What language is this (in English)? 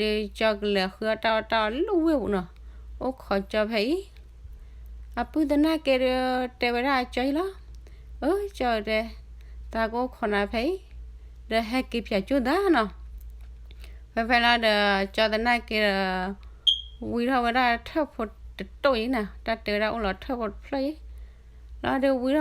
S'gaw Karen